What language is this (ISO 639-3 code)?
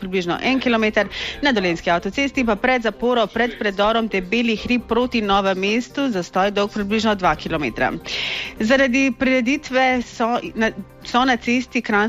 slv